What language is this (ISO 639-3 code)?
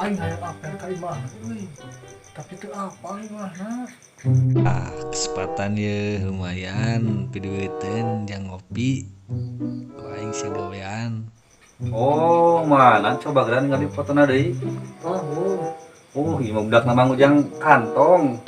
sun